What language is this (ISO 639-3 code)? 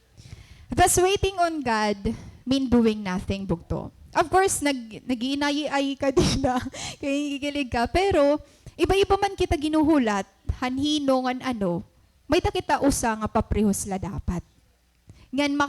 war